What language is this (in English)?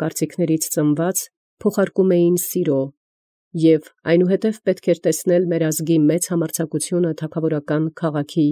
Armenian